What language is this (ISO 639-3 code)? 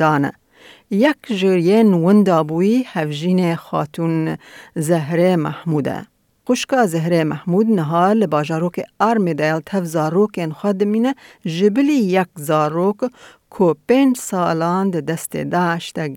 kur